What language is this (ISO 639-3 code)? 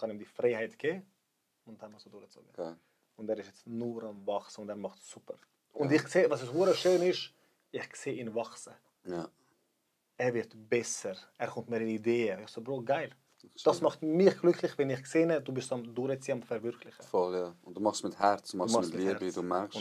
gsw